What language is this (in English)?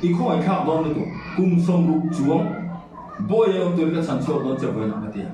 Mizo